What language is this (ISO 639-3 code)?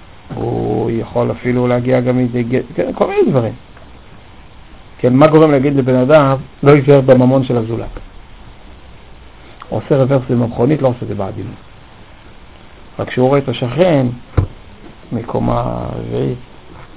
heb